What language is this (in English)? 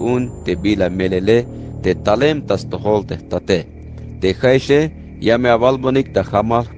Tzeltal